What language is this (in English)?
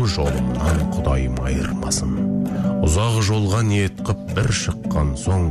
Kazakh